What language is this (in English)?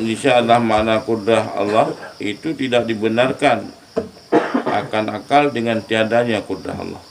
Achinese